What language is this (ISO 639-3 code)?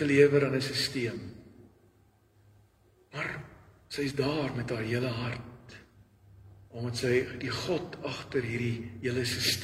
afr